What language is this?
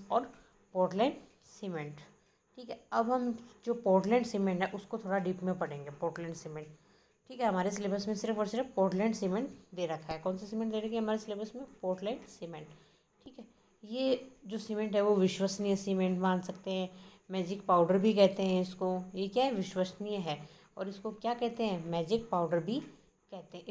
Hindi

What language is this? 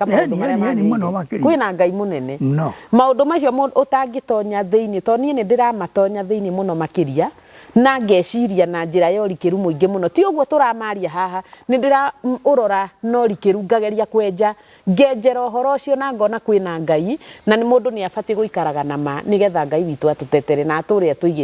Kikuyu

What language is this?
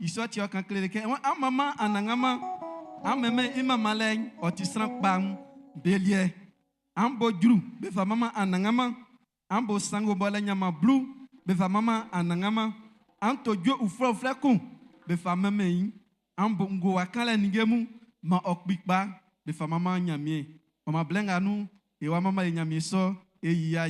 Baoulé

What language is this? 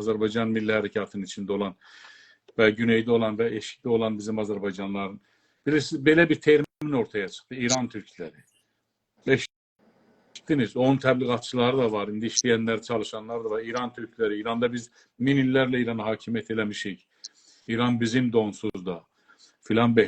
South Azerbaijani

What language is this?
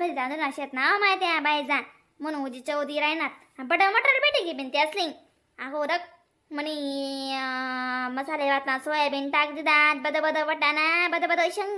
Khandesi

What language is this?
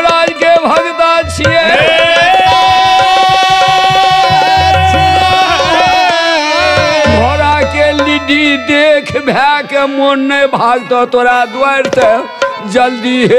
Maithili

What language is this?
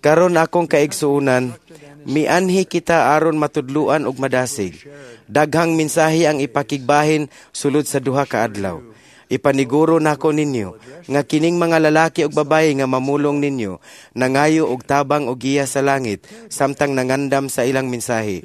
Cebuano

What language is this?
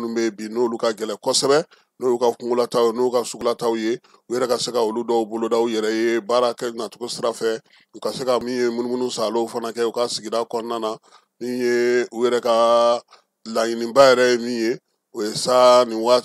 Bambara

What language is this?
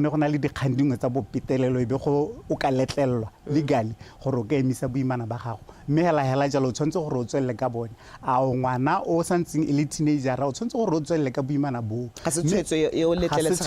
Tswana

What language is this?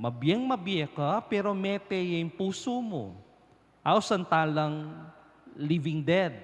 Pampanga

